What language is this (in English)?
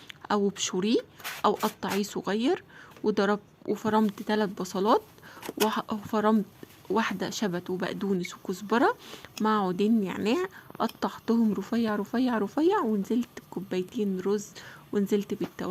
Egyptian Arabic